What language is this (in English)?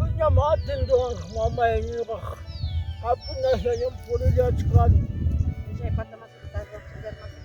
Ayacucho Quechua